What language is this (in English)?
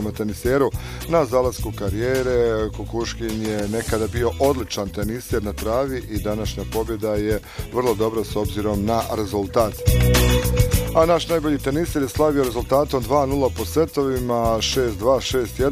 Bosnian